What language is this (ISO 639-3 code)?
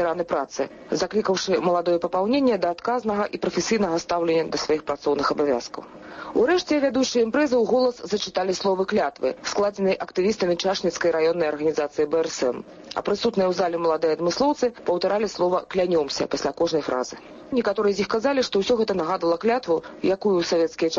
bel